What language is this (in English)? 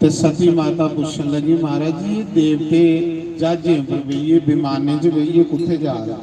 Dogri